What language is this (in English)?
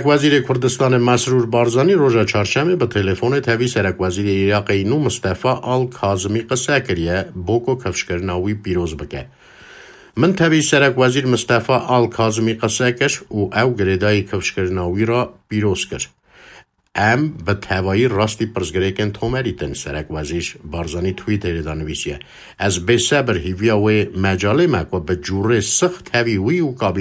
Kurdish